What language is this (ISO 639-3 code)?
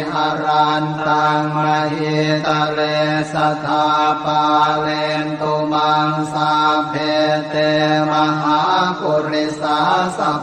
pli